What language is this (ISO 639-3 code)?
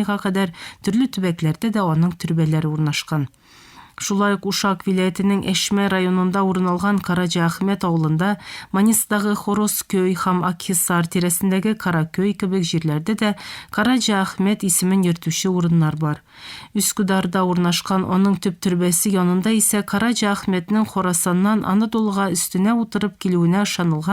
tat